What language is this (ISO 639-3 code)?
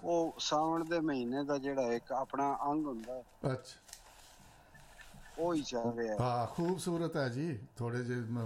pan